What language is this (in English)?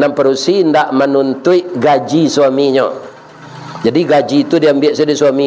Minangkabau